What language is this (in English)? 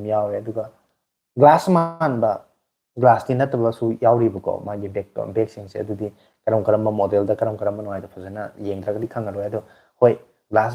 Manipuri